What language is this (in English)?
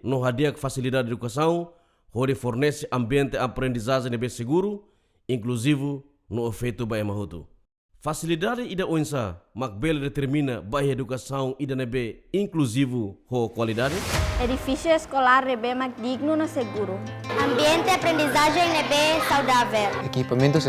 Tetum